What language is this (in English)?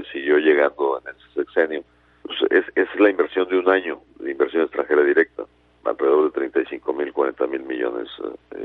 Spanish